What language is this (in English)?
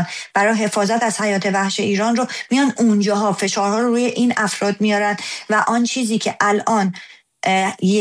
Persian